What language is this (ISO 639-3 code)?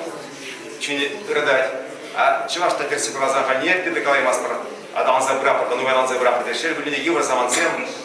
chv